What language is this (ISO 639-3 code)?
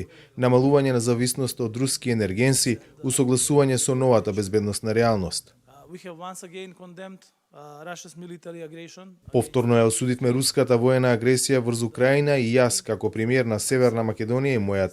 mkd